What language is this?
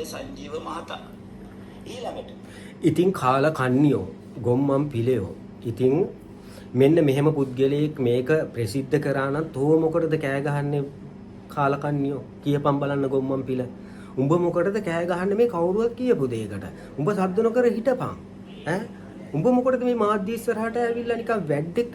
Sinhala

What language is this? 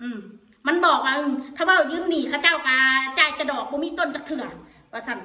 Northeastern Thai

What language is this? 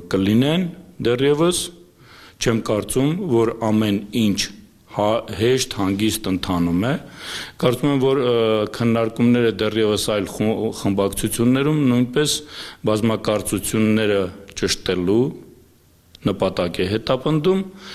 Armenian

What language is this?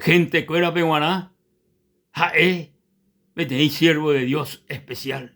Guarani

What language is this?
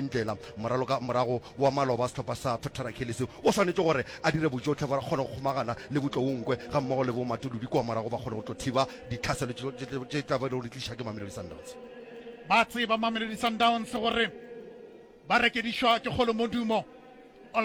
Northern Sotho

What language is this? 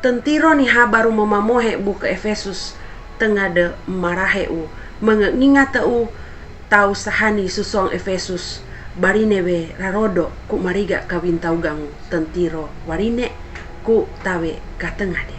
Sangir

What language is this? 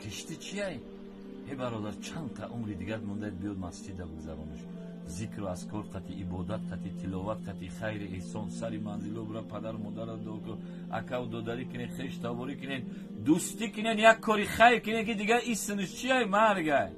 Tajik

